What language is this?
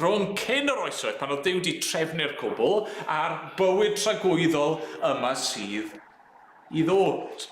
Welsh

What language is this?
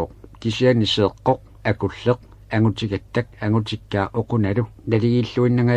Kalaallisut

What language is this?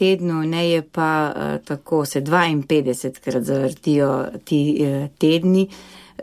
Slovenian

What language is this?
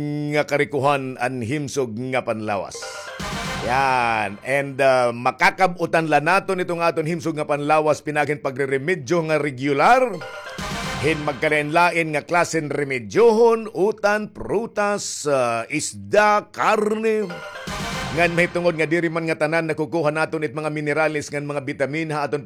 Waray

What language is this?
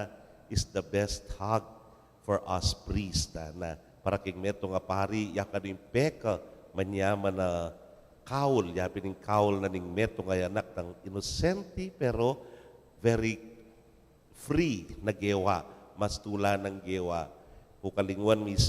Pampanga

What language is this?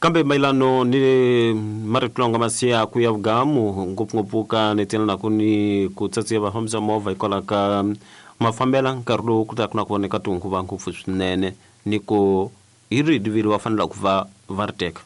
Tsonga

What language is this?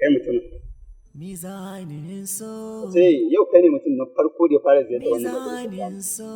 Hausa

